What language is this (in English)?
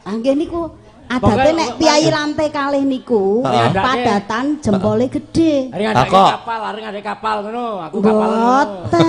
Javanese